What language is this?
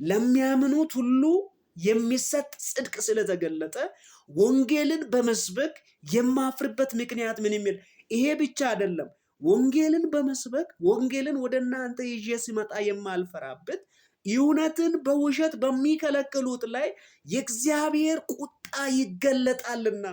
Amharic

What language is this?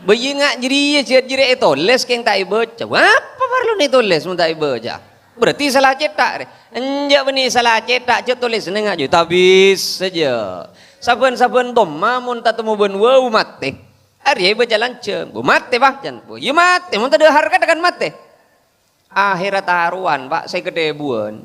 Madurese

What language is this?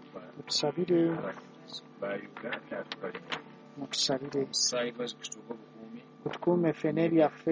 Ganda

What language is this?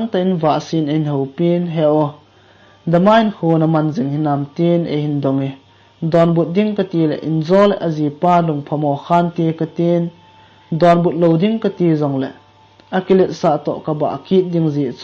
Thado Chin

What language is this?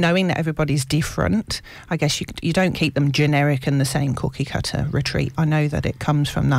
English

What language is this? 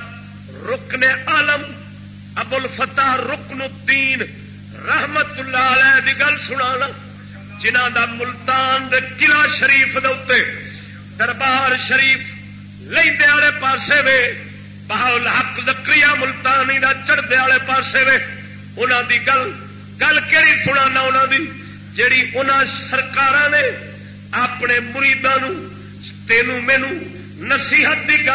Saraiki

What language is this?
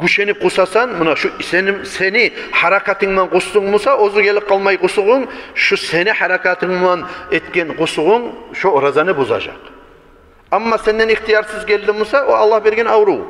Kumyk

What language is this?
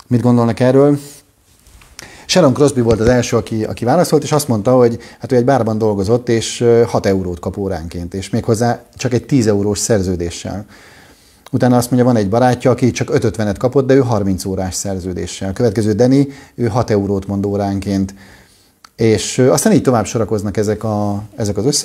Hungarian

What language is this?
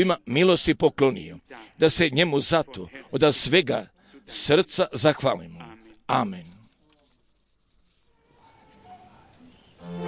Croatian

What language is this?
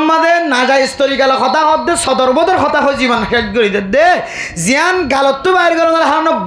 Rohingya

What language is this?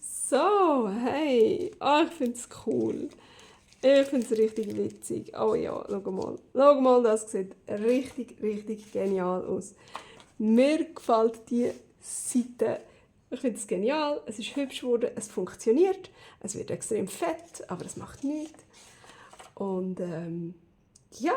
Swiss German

